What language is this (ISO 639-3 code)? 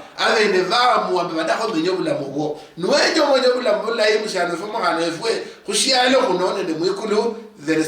luy